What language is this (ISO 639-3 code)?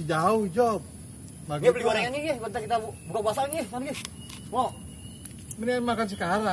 bew